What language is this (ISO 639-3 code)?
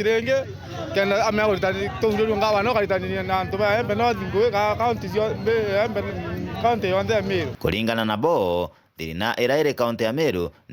mer